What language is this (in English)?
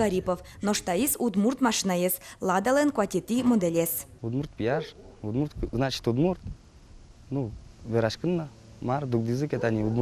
Udmurt